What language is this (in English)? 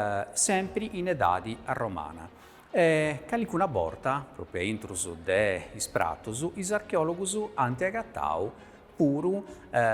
Sardinian